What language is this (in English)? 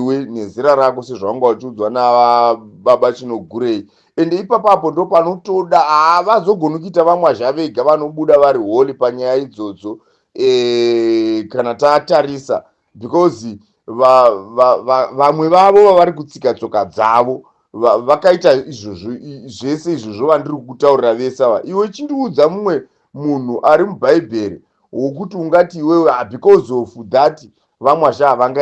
Shona